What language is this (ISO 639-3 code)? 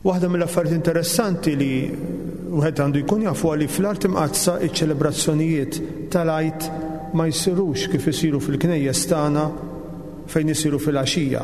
mlt